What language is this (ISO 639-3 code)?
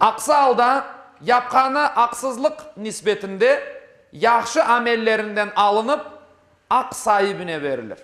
crh